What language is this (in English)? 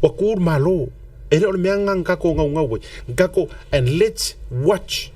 Samoan